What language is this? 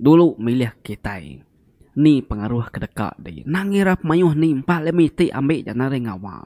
Iban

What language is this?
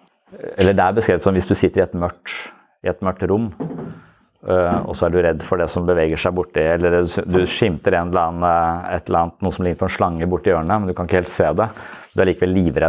Norwegian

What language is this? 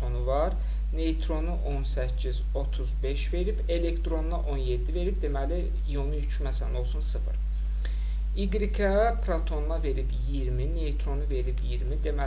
Azerbaijani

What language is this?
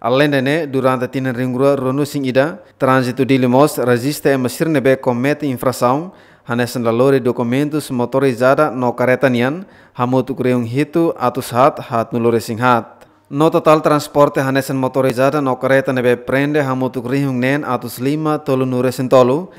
Tetum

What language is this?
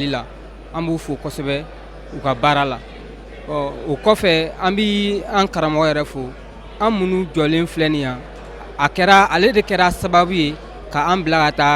Bambara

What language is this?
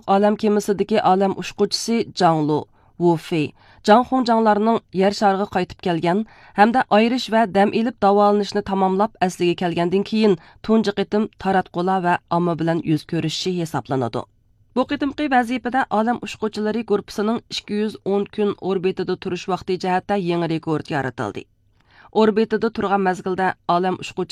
Uyghur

